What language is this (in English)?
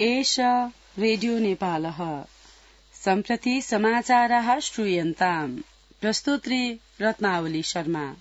Sanskrit